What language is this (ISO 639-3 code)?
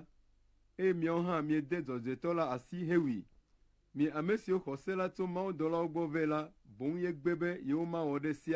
ewe